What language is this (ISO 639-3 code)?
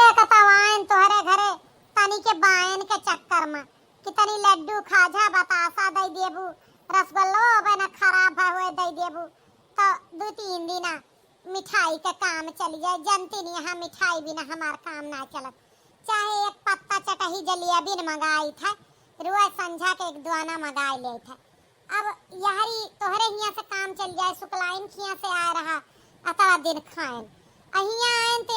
awa